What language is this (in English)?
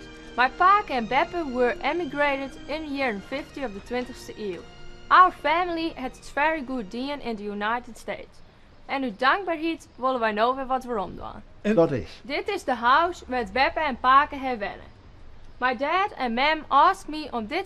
Western Frisian